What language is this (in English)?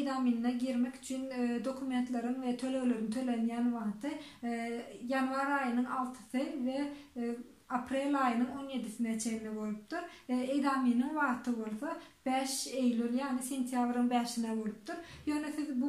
Turkmen